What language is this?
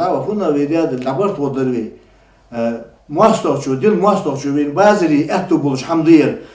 Ingush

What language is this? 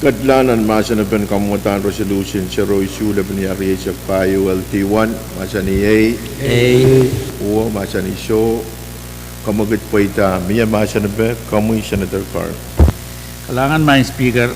Pohnpeian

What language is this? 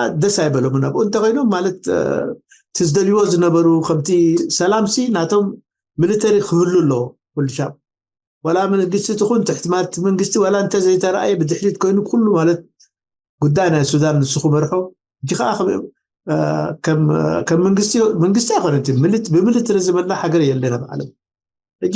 Tigrinya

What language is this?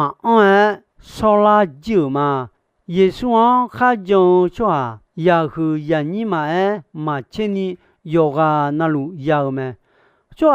Akha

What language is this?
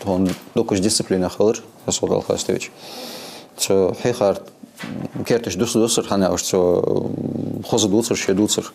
Ingush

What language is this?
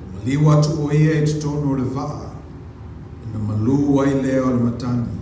Samoan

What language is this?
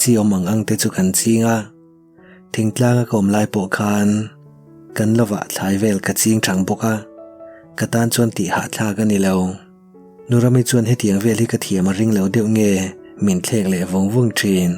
Mizo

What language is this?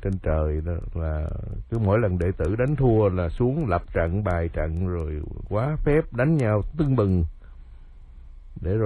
Vietnamese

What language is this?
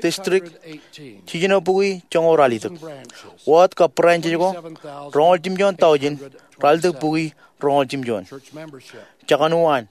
Marshallese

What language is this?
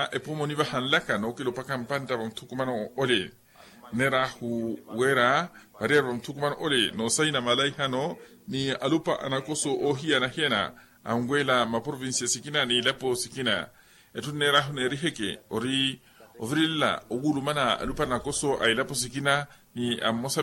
Makhuwa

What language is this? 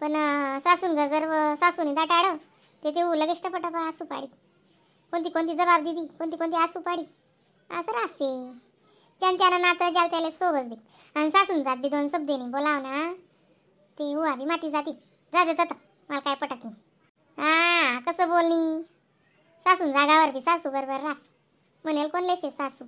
Khandesi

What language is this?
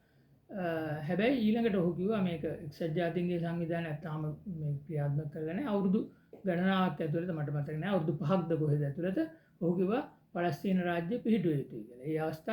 Sinhala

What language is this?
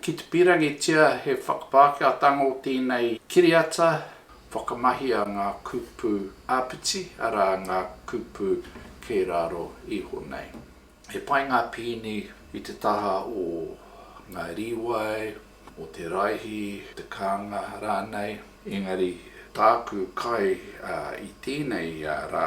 Māori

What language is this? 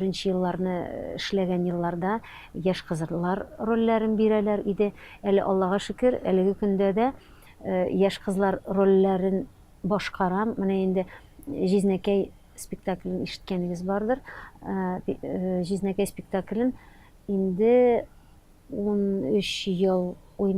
Tatar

